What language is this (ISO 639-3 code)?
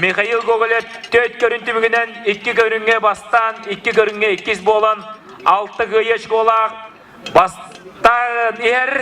sah